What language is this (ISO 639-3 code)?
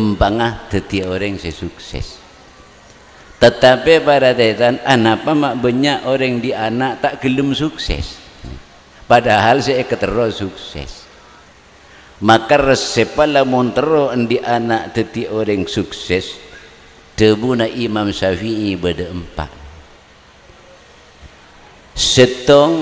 mad